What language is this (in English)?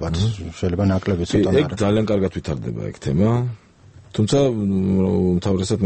Georgian